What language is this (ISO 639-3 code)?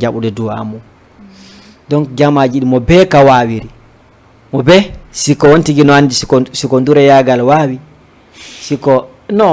ful